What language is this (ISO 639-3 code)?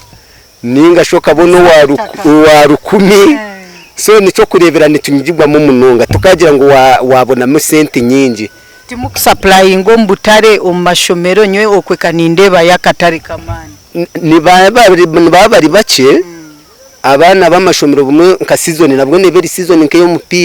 nyn